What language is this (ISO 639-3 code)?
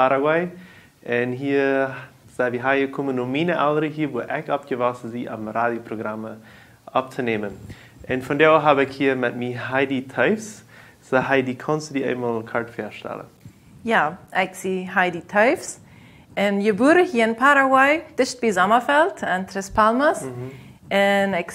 pdt